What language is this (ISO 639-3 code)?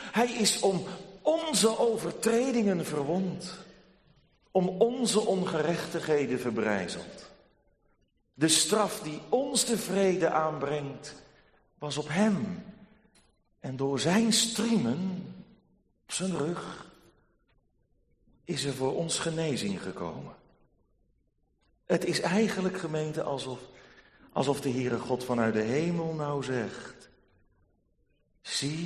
nld